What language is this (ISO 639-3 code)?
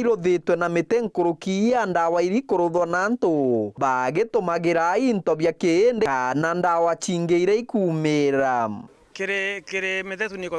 mer